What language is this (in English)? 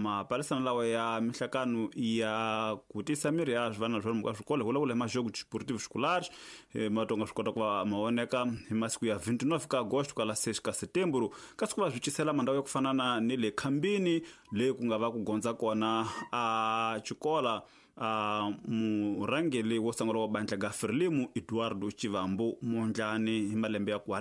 Tsonga